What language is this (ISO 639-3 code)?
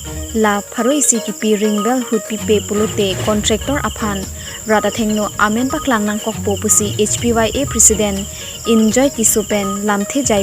mjw